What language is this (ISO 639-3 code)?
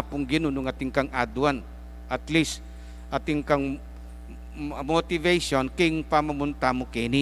pam